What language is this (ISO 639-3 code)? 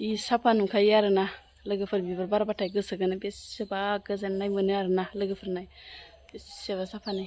brx